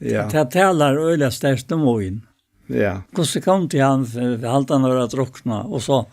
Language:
Faroese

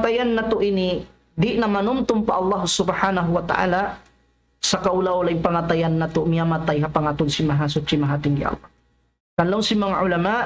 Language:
Tausug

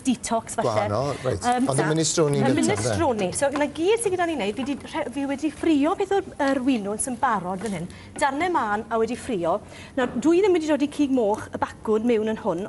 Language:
Welsh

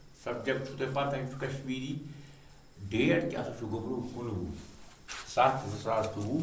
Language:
Kashmiri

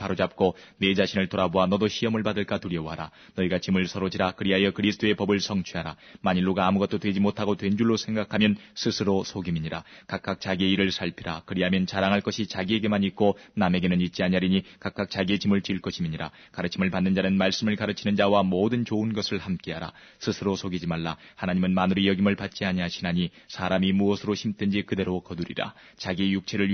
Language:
Korean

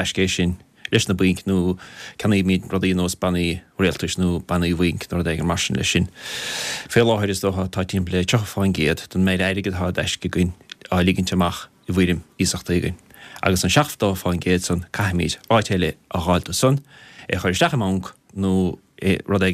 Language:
Irish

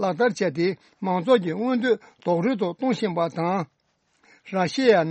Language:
Tibetan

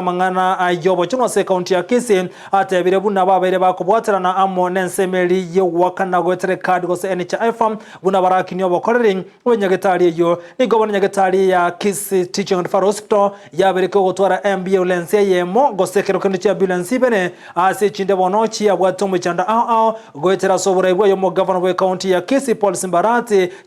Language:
Gusii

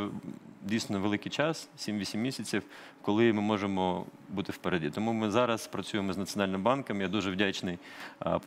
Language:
Ukrainian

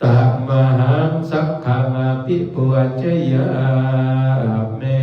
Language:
Pali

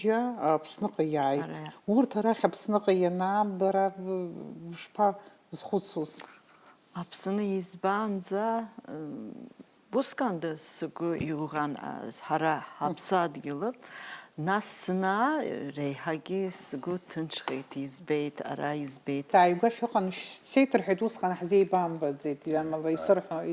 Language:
Abkhazian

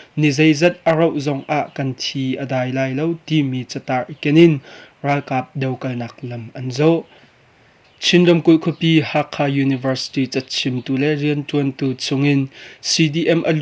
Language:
Hakha Chin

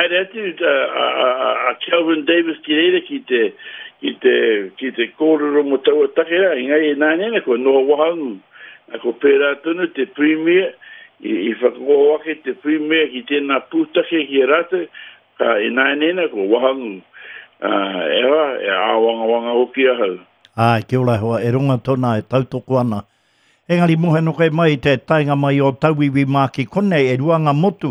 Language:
Māori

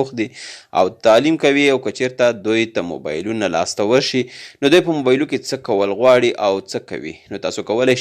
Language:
Pashto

